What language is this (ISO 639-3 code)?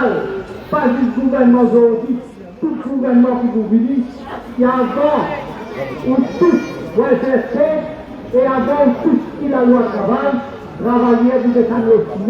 mfe